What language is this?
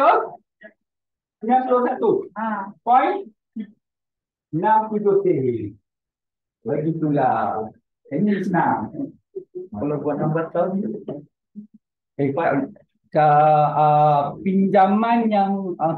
Malay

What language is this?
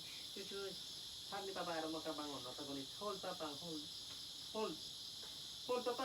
Cebuano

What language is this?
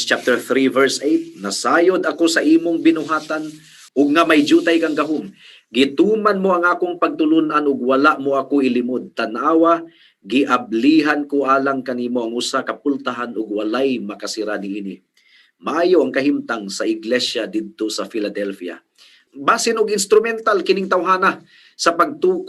Cebuano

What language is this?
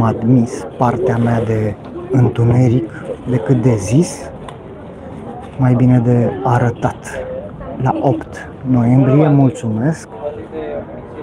Romanian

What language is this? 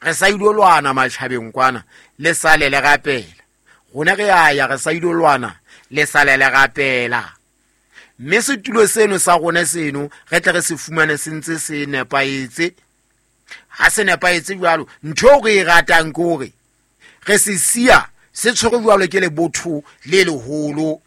Southern Sotho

